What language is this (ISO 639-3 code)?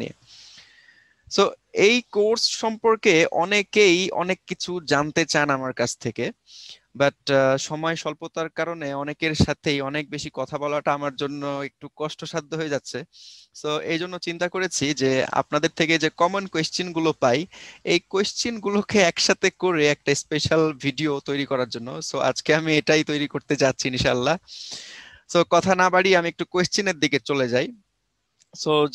ben